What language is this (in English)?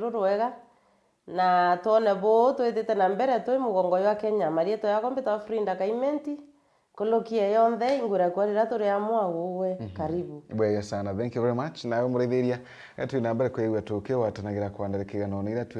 Meru